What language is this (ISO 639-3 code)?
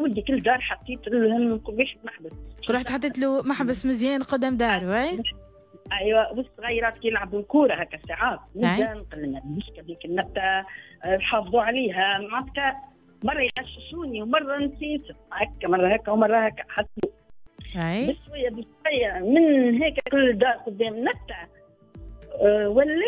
aeb